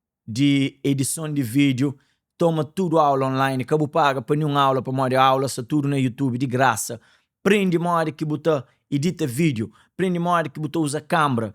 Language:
Kabuverdianu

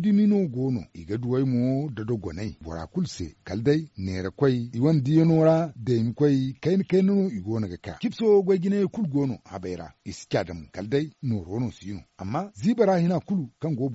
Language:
Zarma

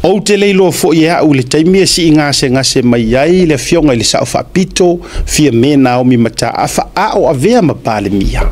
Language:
Samoan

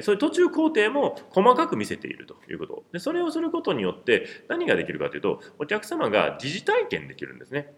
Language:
Japanese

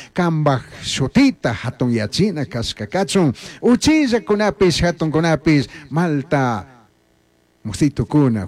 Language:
Chimborazo Highland Quichua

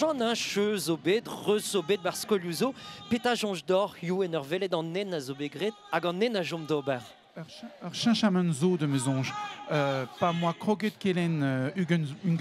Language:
Breton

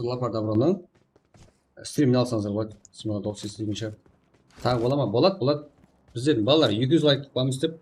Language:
Kara-Kalpak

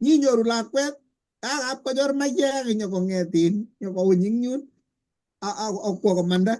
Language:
Kalenjin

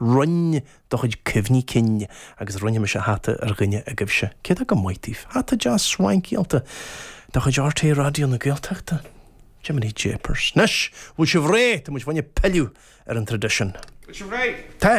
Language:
Irish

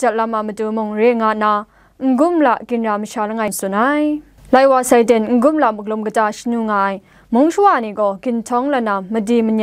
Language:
Kachin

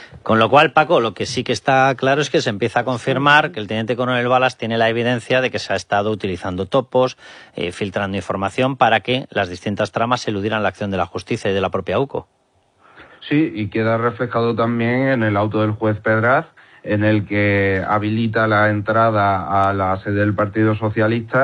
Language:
Spanish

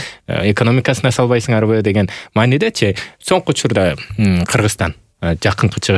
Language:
Kyrgyz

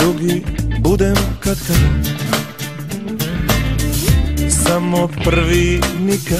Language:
Croatian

